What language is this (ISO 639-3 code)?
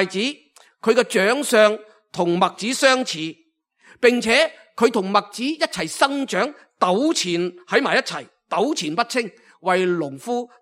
yue